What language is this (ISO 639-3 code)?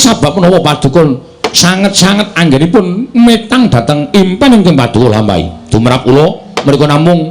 jav